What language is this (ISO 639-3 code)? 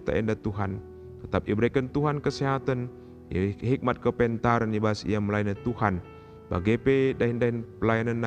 btx